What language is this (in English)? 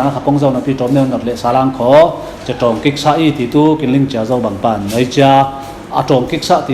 Falam Chin